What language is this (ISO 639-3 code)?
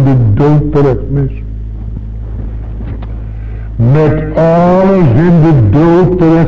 nld